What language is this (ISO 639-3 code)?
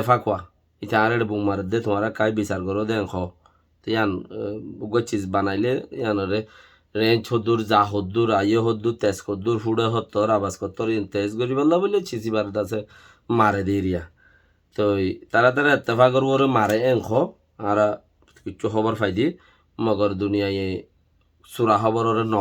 rhg